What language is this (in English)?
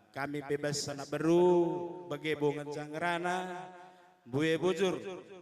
Batak Karo